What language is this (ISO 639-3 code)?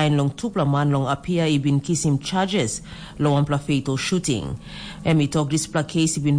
tpi